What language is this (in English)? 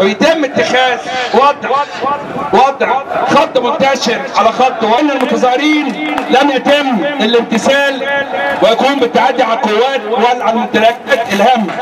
Egyptian Arabic